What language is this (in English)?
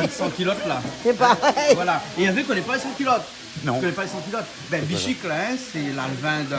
Réunion Creole French